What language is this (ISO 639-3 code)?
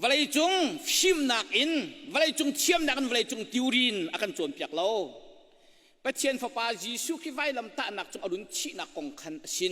cnh